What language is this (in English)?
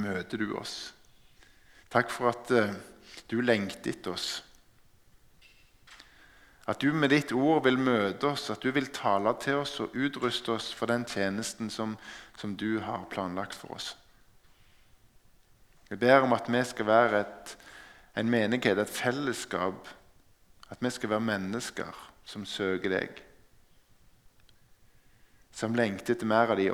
Norwegian